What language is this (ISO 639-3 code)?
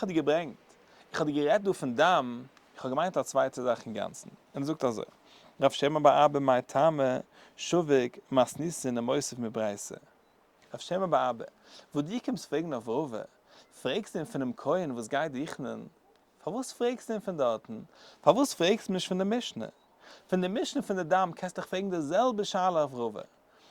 yid